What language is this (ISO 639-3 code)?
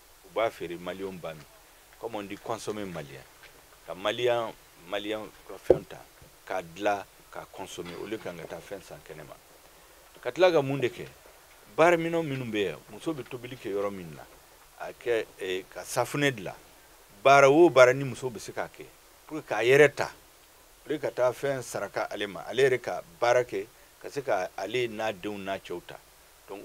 bam